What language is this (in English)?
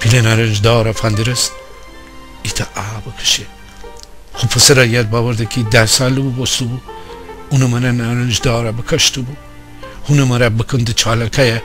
Gilaki